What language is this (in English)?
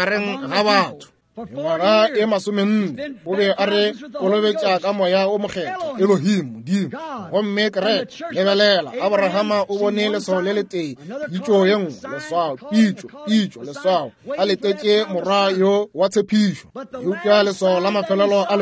Northern Sotho